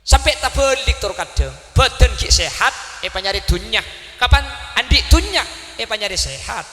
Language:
Madurese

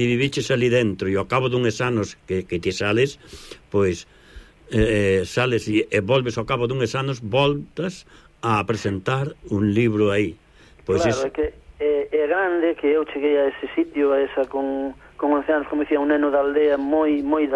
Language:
Galician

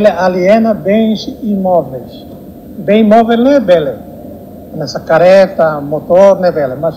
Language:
Tetum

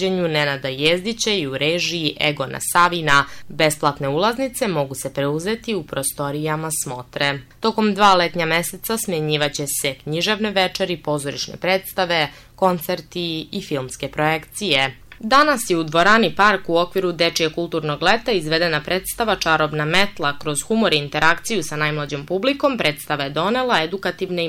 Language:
Serbian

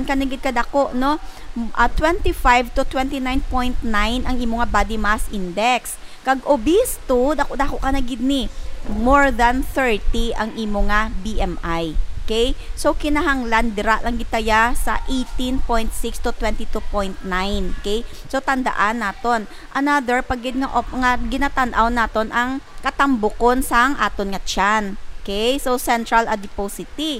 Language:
Hiligaynon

